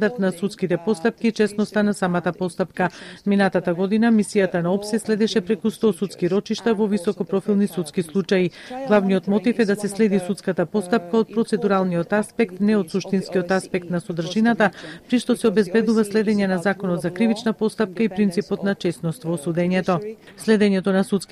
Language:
Macedonian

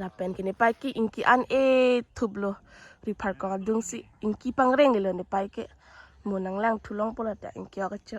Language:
Karbi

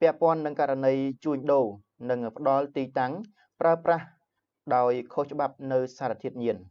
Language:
Khmer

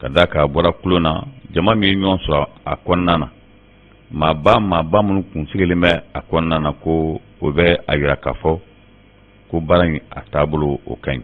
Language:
Bambara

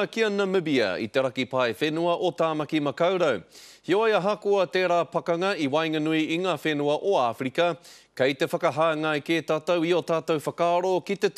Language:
Māori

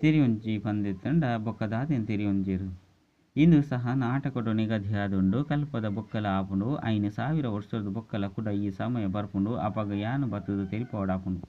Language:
Tulu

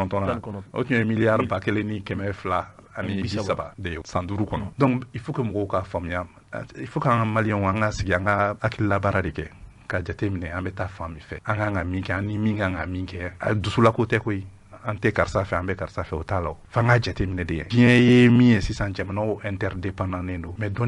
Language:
Bambara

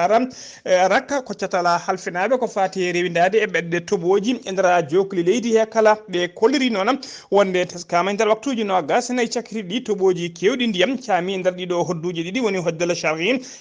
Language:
Fula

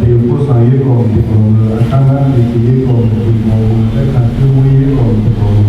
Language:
Akha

